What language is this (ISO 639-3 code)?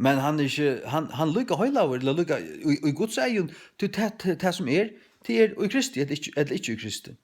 fao